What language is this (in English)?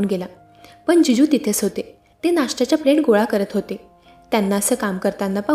Marathi